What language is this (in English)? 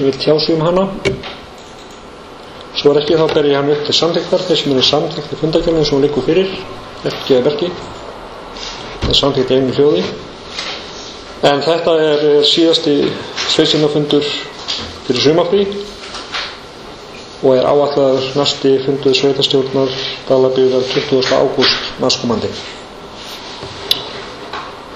Icelandic